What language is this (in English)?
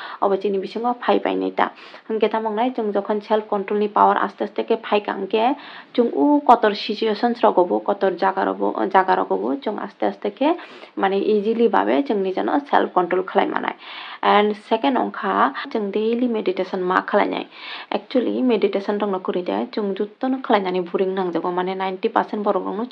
Kok Borok